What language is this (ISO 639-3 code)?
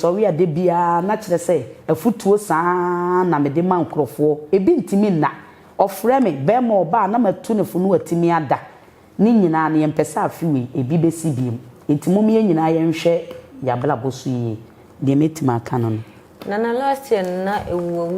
aka